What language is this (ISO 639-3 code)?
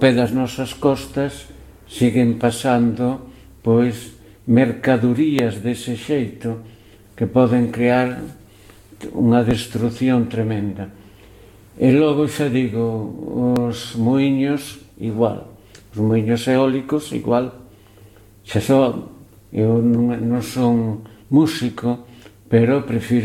glg